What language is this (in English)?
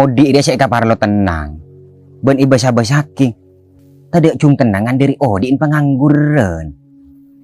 Madurese